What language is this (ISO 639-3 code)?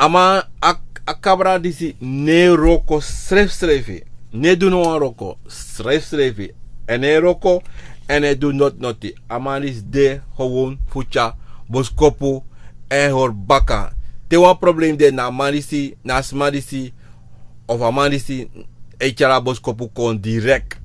srn